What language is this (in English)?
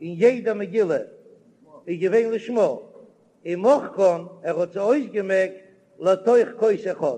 Yiddish